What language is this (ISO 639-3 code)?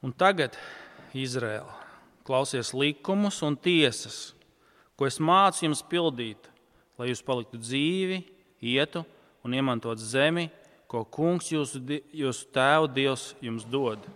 lav